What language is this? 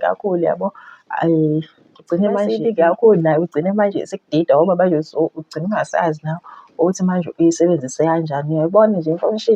Zulu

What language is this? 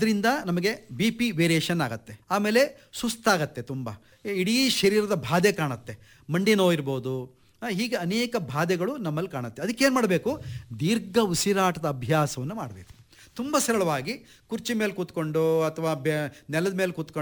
Kannada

